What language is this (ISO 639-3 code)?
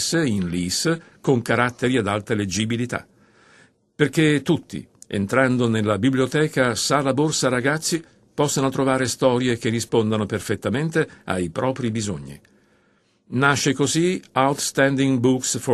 ita